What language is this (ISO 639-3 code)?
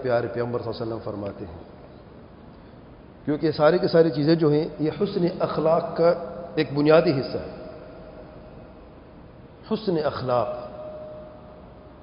urd